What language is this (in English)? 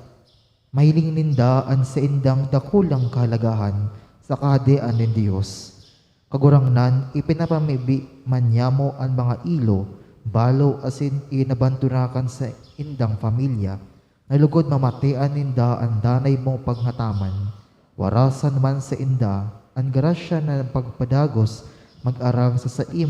Bikol